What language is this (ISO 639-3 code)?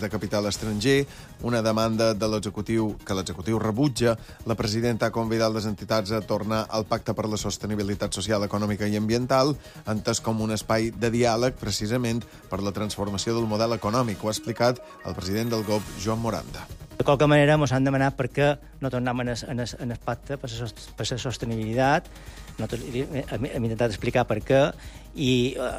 cat